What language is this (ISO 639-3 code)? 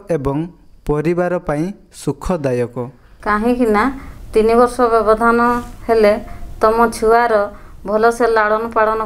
ori